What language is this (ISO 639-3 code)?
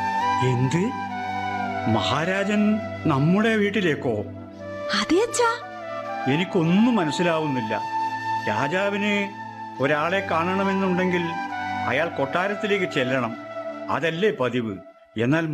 mal